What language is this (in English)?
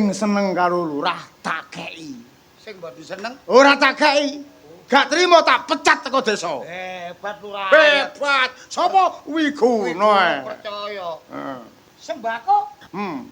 Javanese